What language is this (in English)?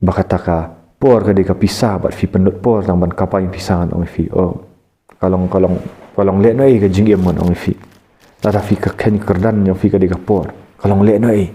Khasi